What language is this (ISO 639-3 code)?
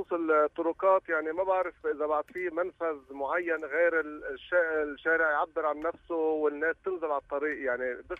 apc